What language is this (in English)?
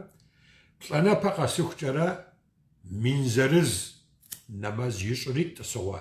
Kabardian